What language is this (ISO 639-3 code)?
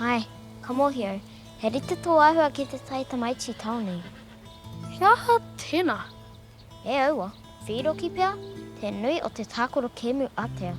mri